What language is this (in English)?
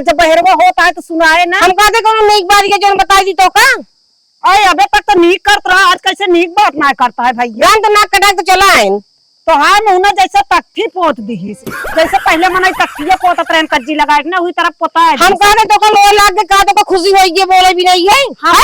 Awadhi